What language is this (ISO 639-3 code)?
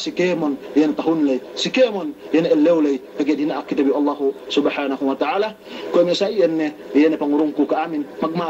yka